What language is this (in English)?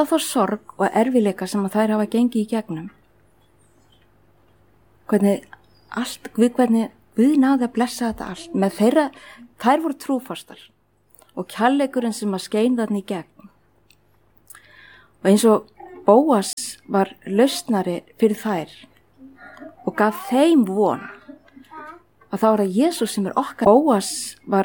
Icelandic